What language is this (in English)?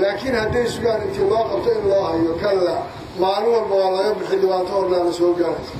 Somali